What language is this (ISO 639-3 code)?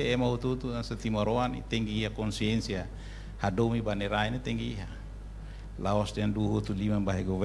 tet